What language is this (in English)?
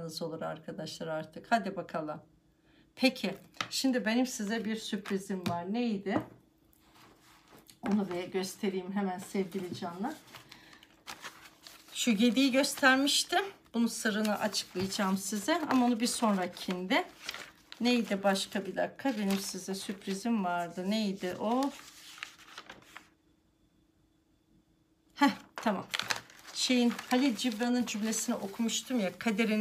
Turkish